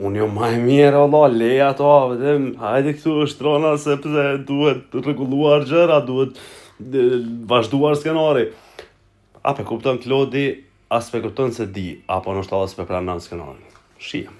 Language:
Albanian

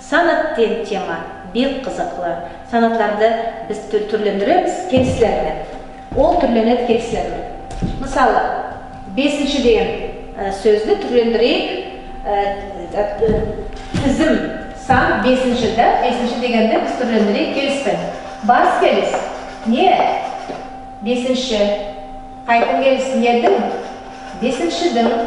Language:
Nogai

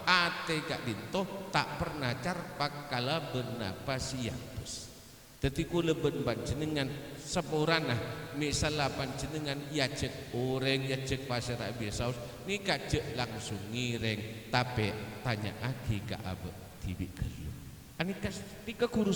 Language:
Madurese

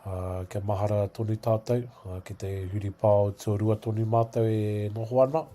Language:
Māori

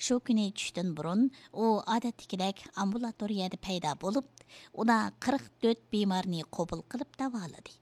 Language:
Uyghur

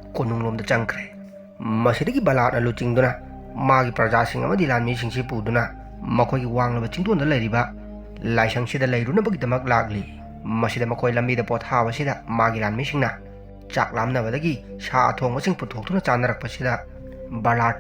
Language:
Manipuri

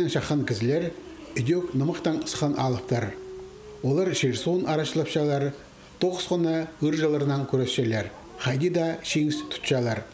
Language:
Khakas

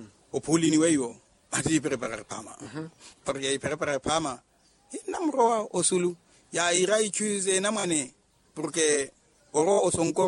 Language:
Makhuwa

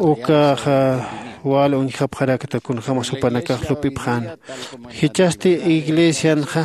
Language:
Aymara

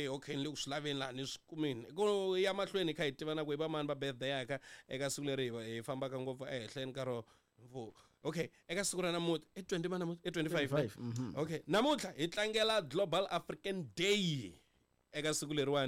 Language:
Tsonga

